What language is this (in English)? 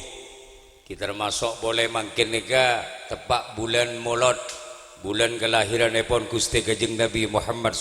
Madurese